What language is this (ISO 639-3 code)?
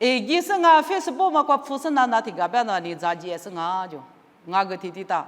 lis